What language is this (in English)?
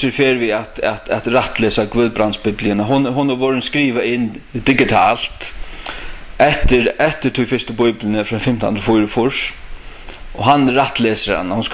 Faroese